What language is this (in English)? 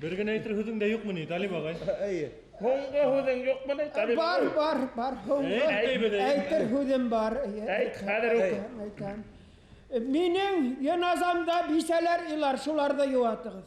Bashkir